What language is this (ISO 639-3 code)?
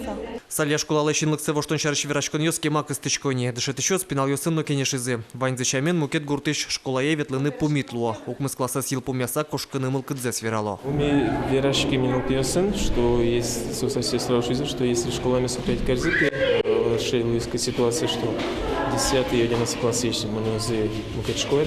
udm